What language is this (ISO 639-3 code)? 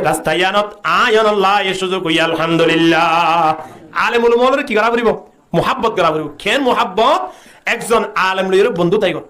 rhg